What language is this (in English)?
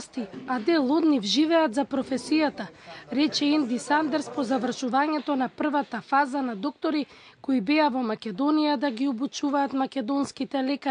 Macedonian